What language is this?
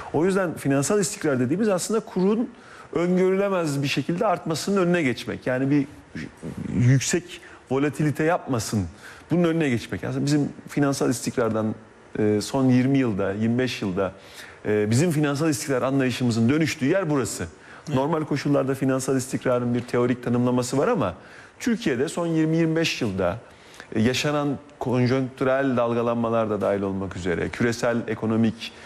Turkish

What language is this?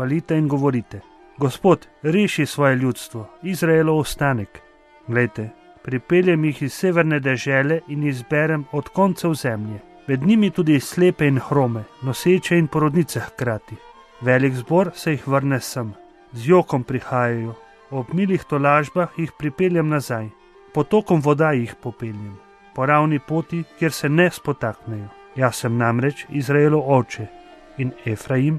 Slovenian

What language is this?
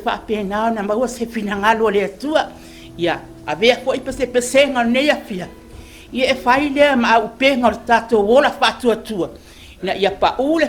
Samoan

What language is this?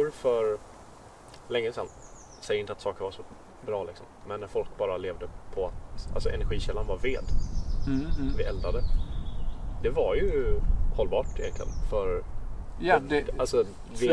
Swedish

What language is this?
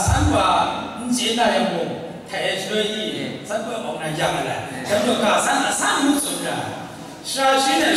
Kachin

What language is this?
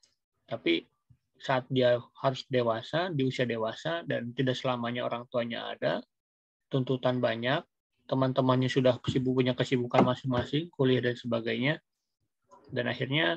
Indonesian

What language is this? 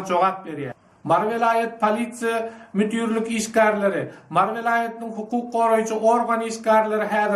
Turkmen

